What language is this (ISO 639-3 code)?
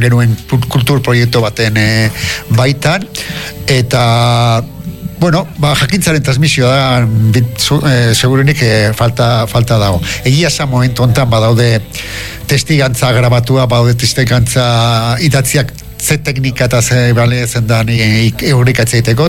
eus